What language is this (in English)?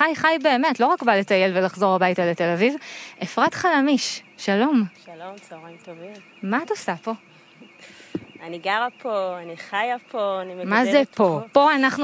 Hebrew